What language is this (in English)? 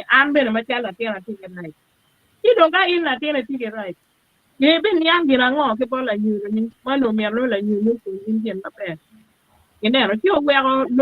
Acoli